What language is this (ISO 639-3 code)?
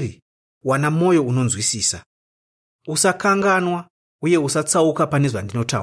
sna